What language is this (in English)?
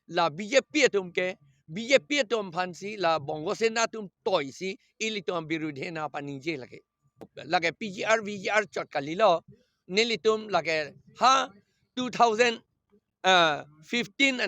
Karbi